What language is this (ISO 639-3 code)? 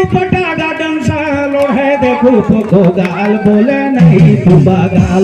sck